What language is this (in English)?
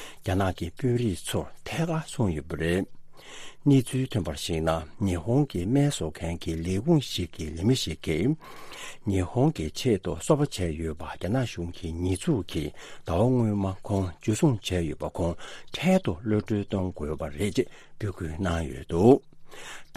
Tibetan